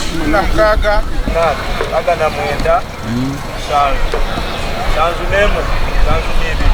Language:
Nyankole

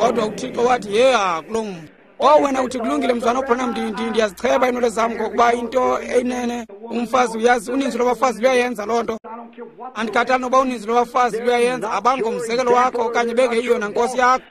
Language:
Xhosa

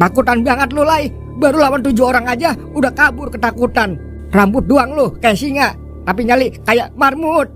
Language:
Betawi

